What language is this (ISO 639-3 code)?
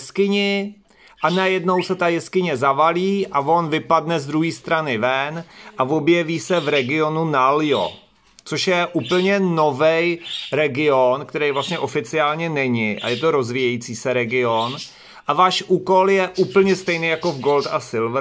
ces